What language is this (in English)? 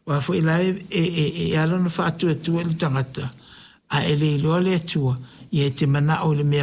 Samoan